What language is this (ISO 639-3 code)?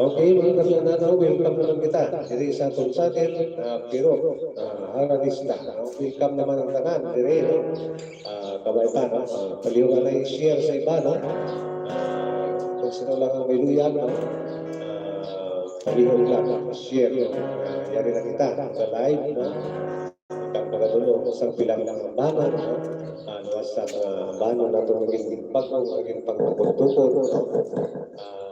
hil